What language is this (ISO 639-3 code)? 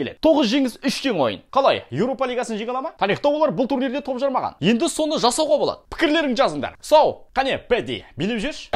kaz